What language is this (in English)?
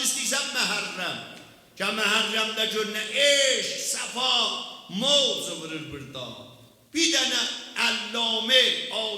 South Azerbaijani